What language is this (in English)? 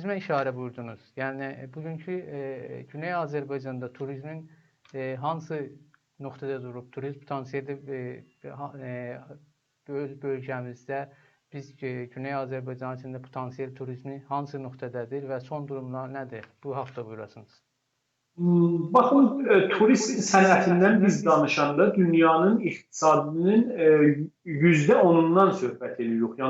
South Azerbaijani